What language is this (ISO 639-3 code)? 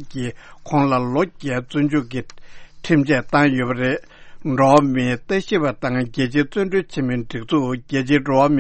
bod